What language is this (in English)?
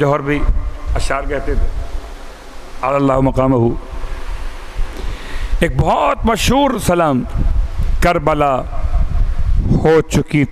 Urdu